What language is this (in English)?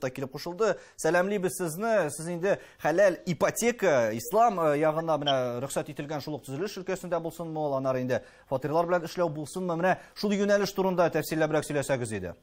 Tatar